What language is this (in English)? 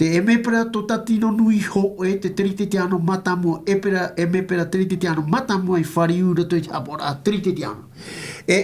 Tahitian